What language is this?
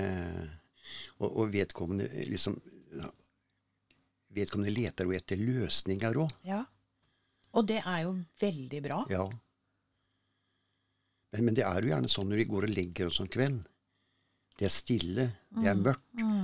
Norwegian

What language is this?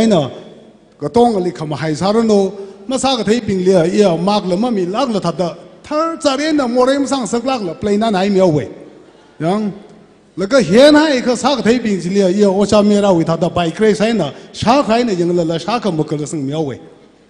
Tangkhul Naga (India)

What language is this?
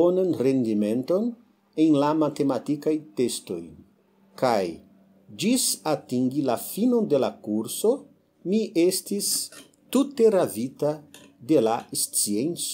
Esperanto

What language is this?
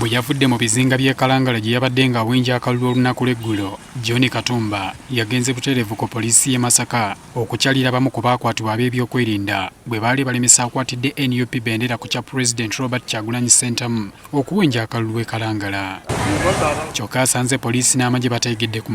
Ganda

